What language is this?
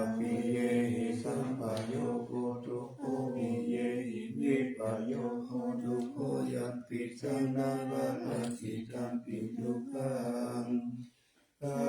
Pali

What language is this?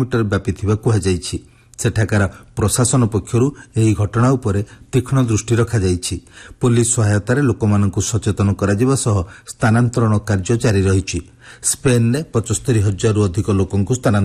Odia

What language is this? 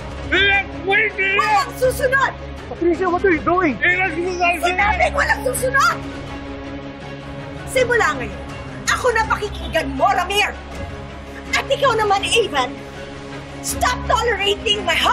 Filipino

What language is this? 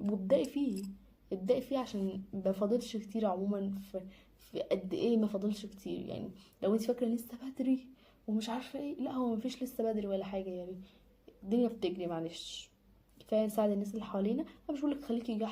Egyptian Arabic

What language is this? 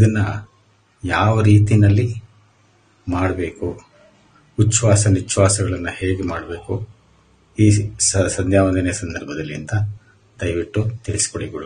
Kannada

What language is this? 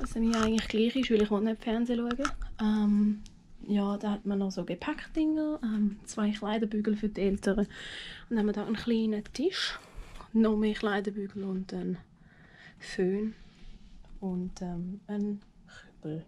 Swiss German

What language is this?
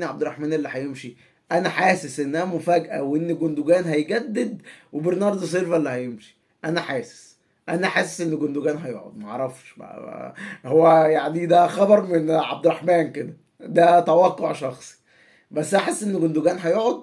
Egyptian Arabic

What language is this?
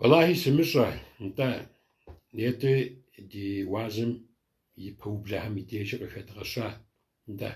Kabardian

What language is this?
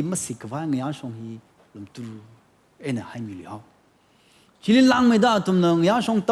Tangkhul Naga (India)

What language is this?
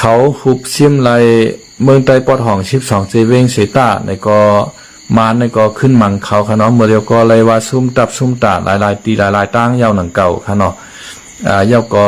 Shan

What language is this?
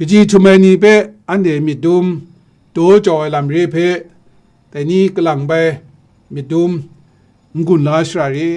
Kachin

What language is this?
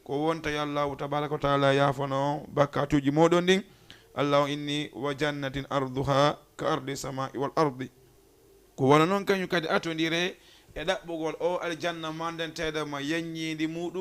Fula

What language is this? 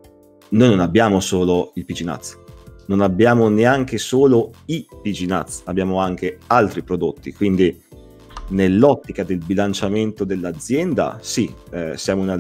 Italian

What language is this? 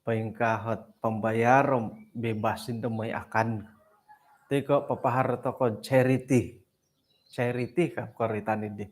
Central Dusun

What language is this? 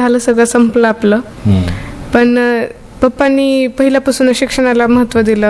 Marathi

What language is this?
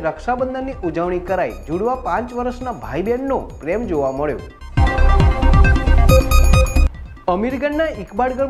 Gujarati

